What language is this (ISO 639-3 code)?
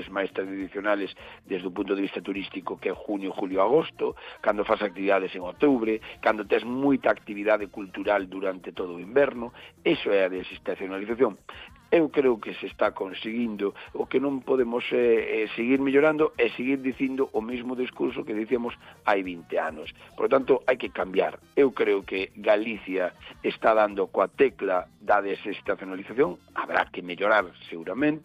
glg